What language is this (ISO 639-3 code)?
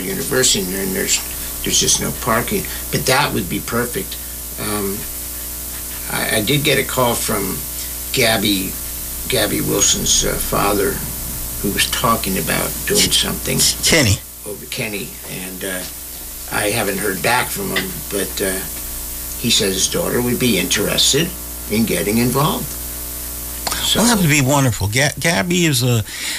eng